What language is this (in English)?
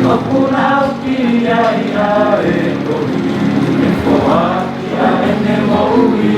Tongan